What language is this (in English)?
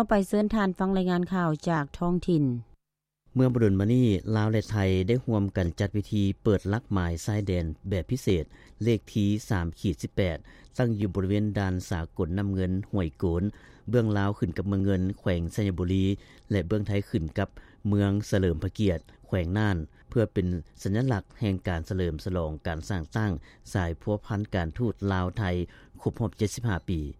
Lao